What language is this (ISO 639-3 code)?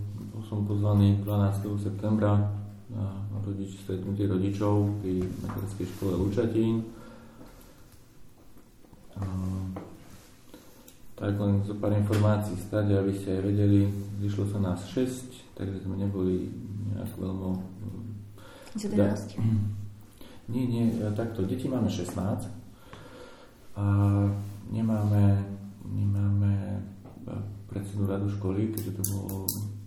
slk